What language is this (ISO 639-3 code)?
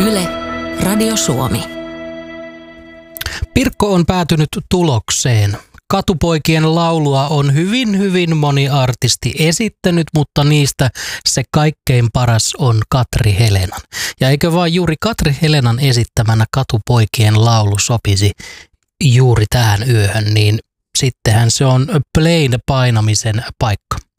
fin